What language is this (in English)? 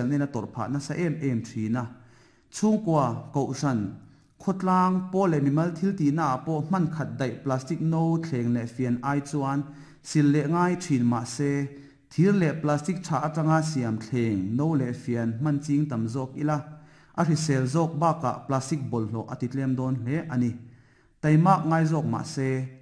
Mizo